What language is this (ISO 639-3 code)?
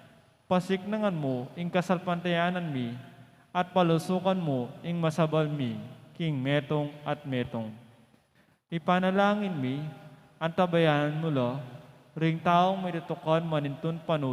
pam